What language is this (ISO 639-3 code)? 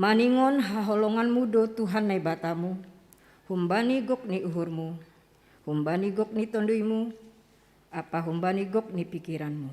bts